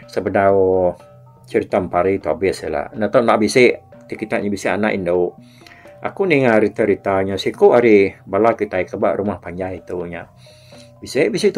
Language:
Iban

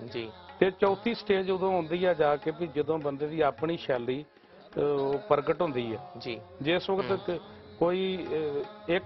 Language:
Punjabi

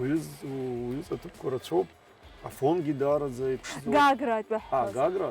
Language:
Abkhazian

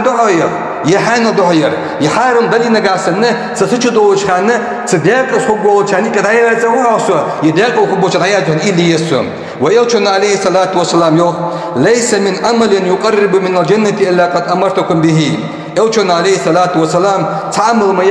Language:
Ingush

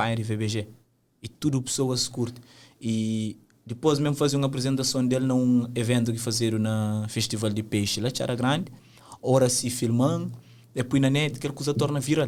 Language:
Kabuverdianu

